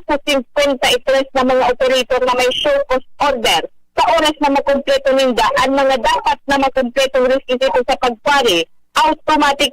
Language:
Bikol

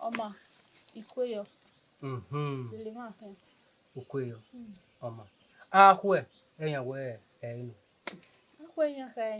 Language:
Bini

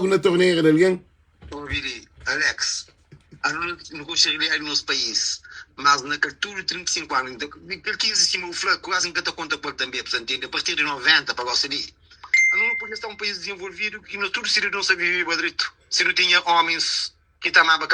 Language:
Kabuverdianu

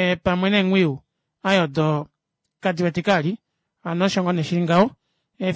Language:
Kuanyama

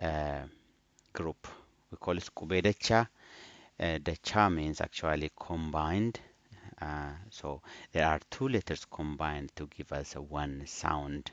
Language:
English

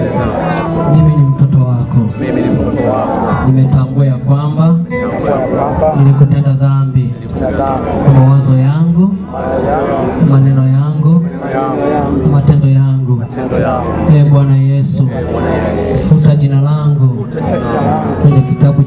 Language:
Swahili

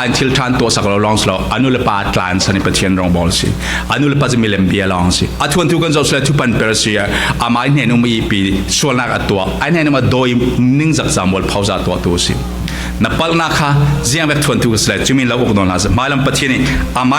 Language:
Falam Chin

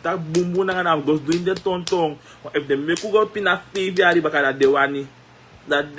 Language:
Sranan Tongo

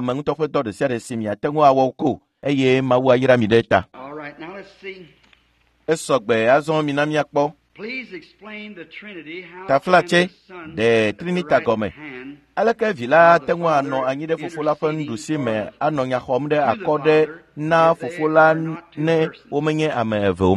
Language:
Ewe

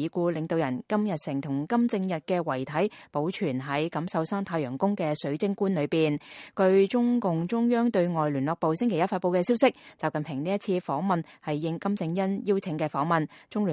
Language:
Cantonese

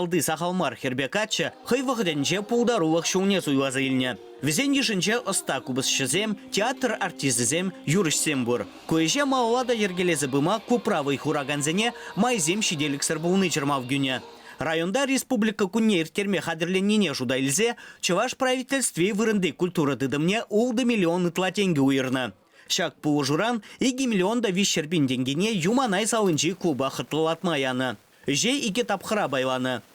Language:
Chuvash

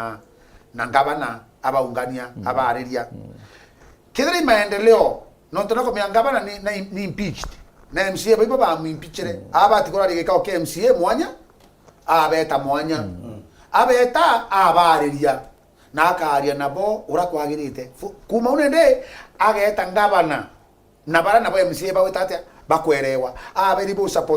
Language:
Meru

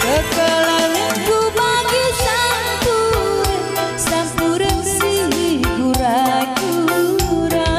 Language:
Batak Karo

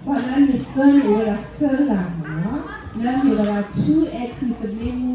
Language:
S'gaw Karen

